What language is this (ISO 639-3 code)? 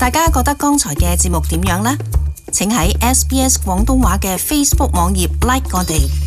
yue